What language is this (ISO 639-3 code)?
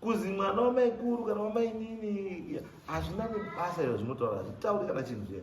sna